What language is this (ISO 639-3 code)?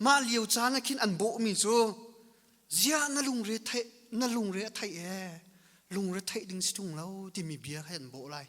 cnh